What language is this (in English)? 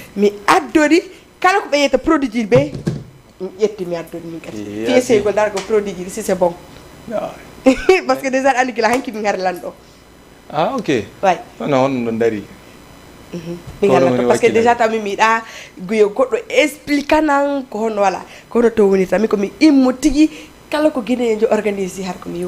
Fula